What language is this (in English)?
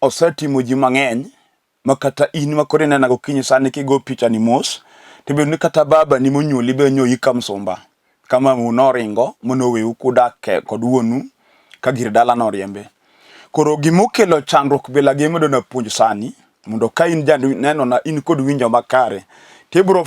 Luo (Kenya and Tanzania)